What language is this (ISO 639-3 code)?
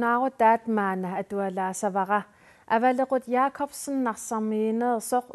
kal